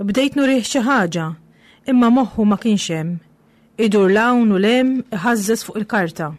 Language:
Maltese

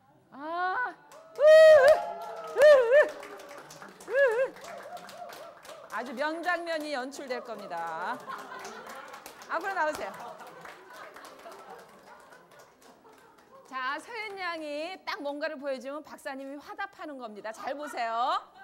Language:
Korean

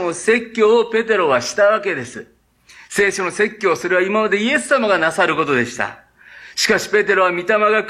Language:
Japanese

